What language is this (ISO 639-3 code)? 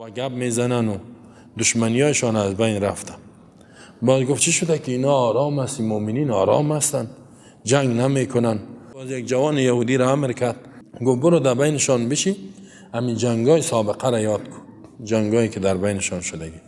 fas